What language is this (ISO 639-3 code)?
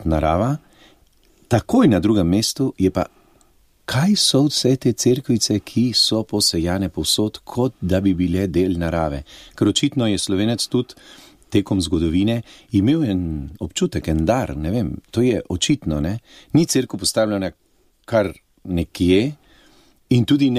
slv